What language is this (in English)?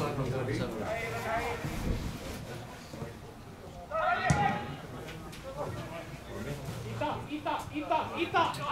Icelandic